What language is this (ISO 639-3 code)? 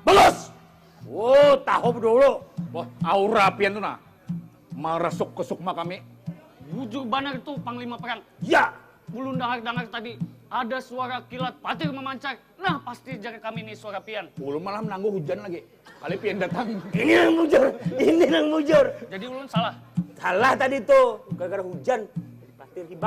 bjn